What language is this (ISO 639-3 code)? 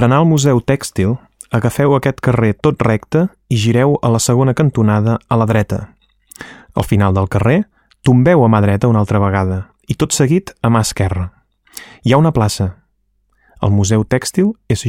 cat